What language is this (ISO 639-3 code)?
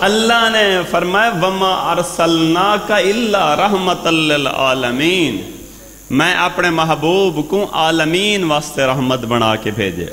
skr